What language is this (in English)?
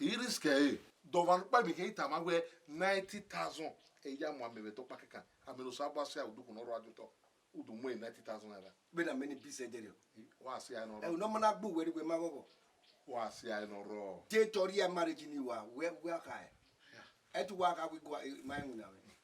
Bini